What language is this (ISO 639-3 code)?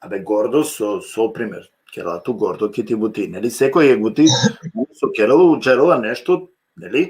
rmn